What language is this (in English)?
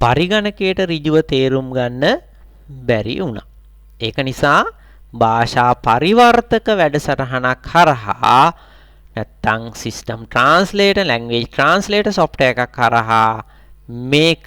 Sinhala